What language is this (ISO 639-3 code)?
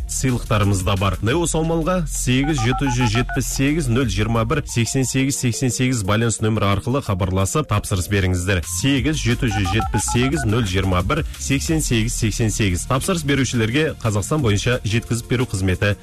kaz